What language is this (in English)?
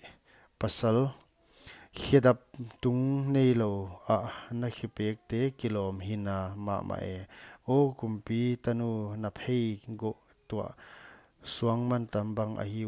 Paite Chin